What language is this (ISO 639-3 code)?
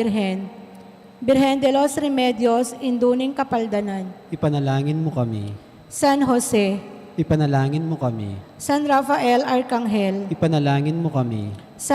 pam